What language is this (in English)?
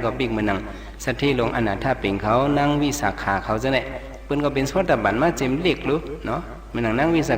Shan